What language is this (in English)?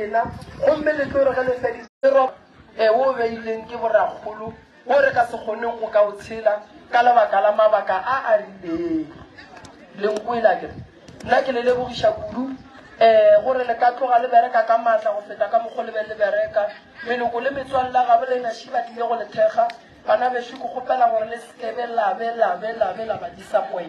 Northern Sotho